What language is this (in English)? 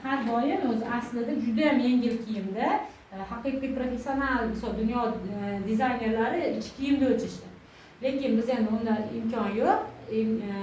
Uzbek